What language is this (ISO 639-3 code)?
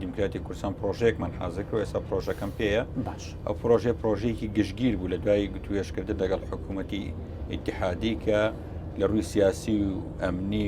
ckb